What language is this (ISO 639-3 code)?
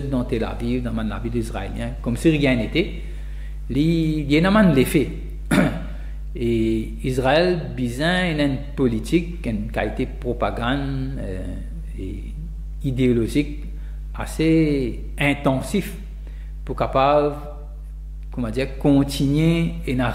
mfe